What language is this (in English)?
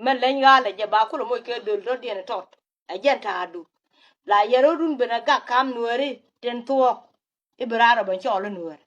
Nuer